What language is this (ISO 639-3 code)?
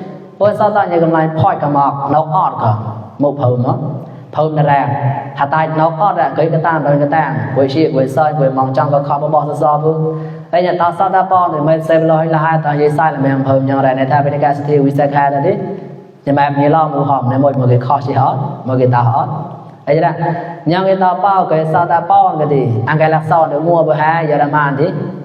mnw